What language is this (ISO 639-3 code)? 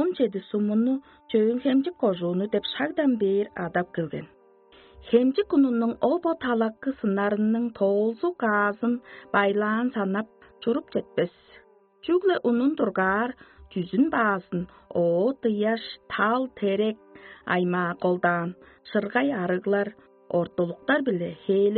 tyv